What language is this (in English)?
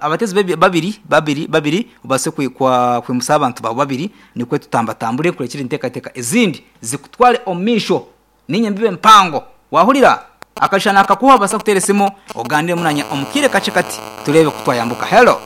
Nyankole